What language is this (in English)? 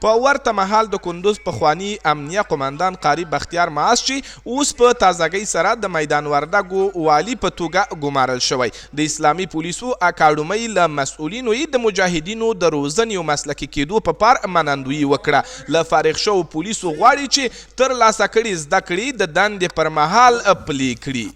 Pashto